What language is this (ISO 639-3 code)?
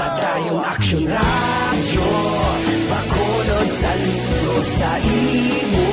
hil